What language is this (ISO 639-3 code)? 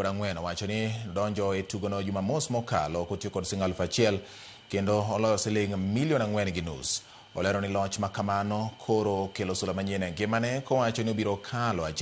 luo